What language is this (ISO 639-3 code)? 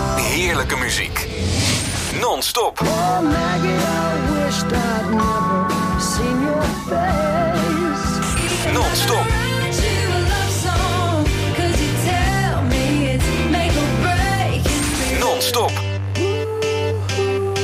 nld